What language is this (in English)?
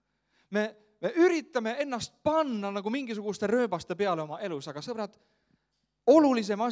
Estonian